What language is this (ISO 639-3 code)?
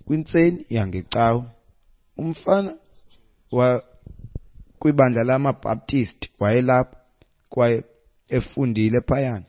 xho